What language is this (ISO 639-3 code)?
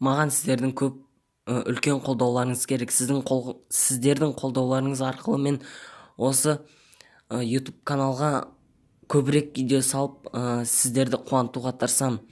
kaz